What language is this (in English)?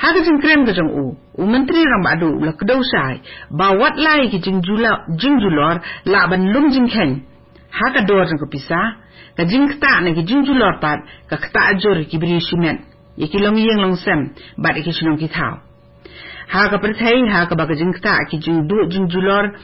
Khasi